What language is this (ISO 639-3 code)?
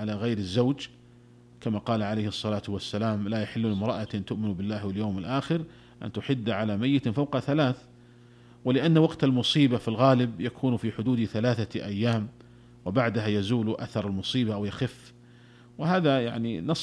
ara